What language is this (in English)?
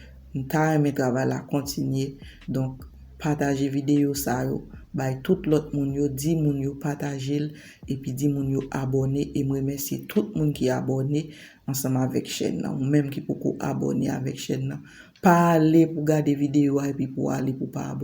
Haitian Creole